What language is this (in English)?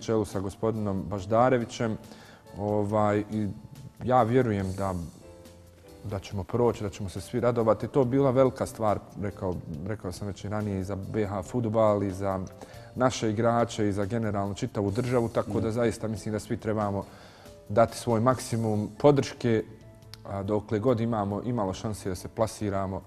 Bosnian